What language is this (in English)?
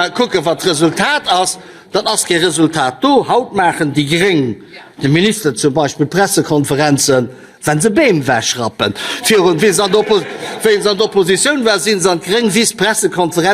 Luxembourgish